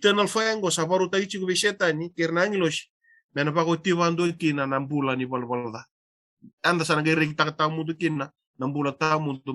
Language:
Fijian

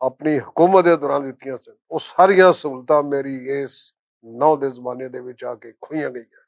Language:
Western Panjabi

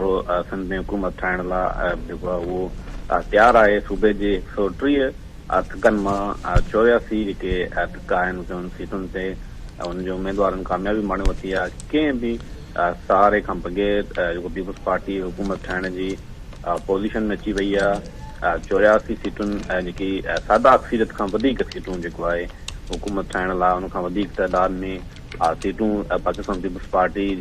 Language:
Sindhi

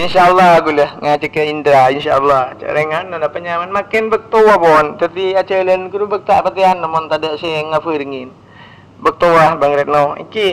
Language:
Madurese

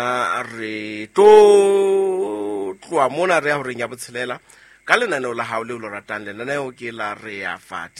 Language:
Southern Sotho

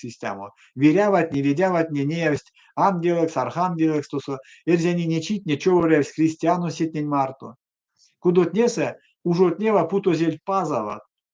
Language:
Erzya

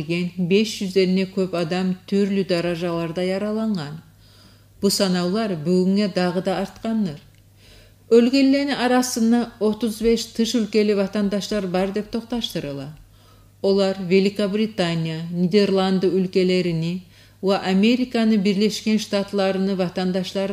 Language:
Kumyk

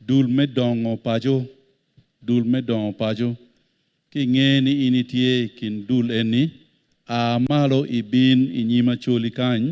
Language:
Acoli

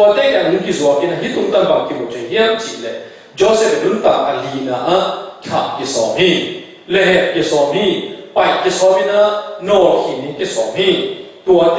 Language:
Tedim Chin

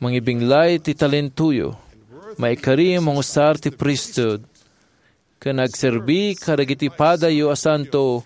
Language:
Iloko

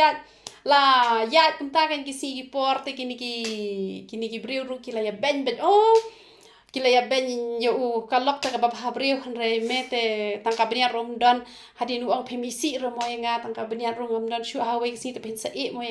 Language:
Khasi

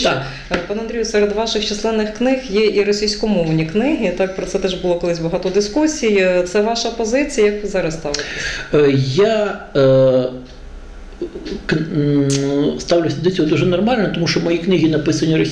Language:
Ukrainian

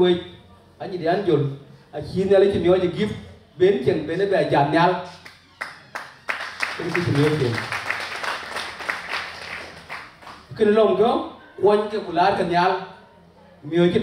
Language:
Vietnamese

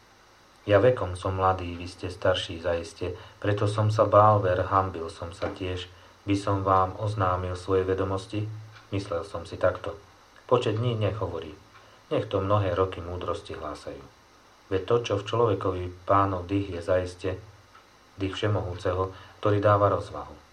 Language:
Slovak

